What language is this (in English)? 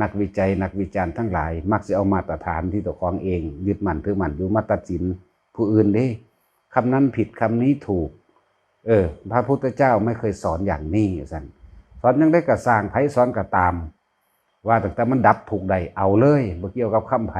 Northeastern Thai